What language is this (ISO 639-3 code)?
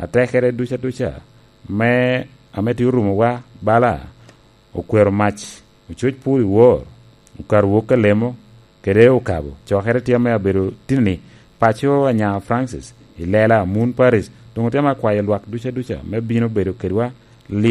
laj